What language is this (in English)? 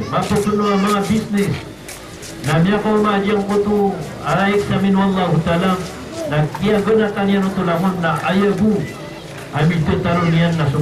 Maranao